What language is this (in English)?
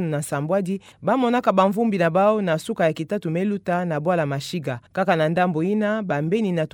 Kituba (Democratic Republic of Congo)